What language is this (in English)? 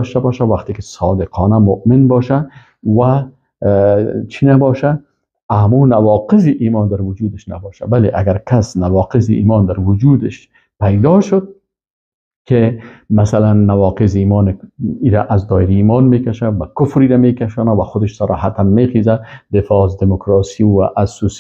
Persian